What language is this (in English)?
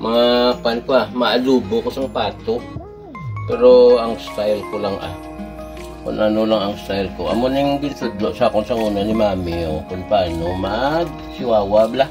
Hiligaynon